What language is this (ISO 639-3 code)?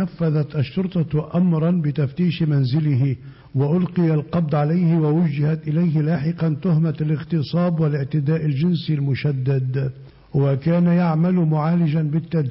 ara